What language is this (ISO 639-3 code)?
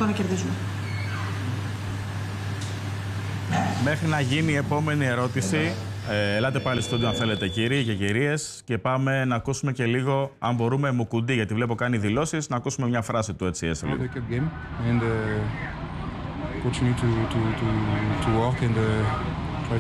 ell